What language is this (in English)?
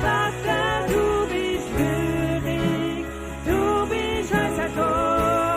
Swiss German